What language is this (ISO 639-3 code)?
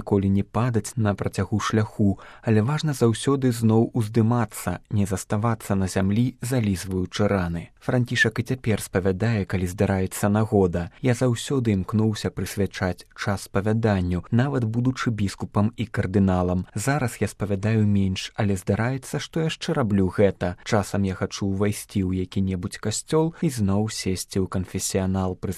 bel